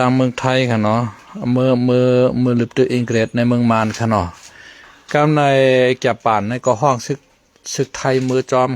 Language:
Shan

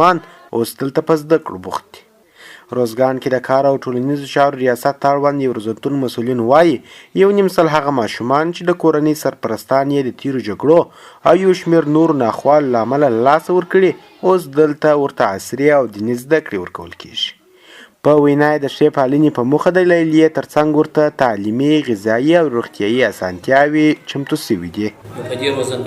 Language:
Pashto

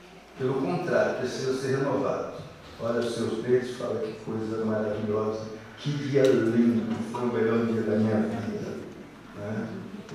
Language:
Portuguese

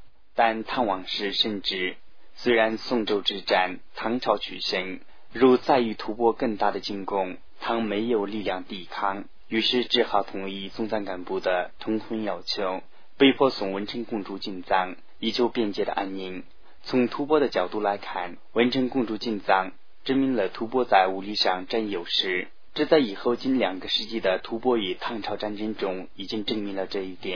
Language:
Chinese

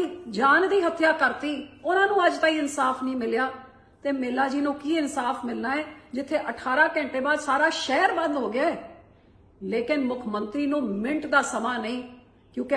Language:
Punjabi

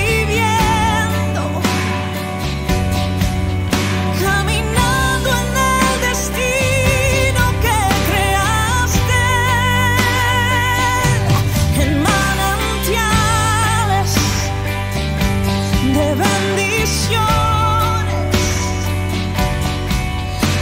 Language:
Spanish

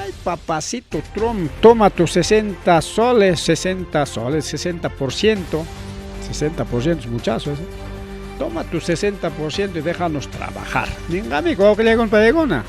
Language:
Ayacucho Quechua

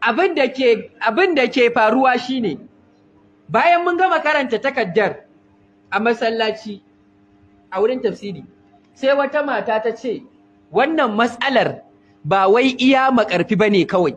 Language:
Hausa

